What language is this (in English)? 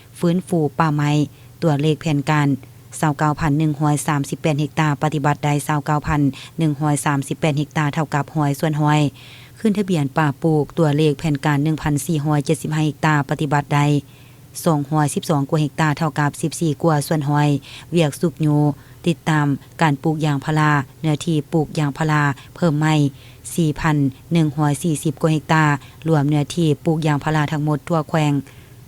Lao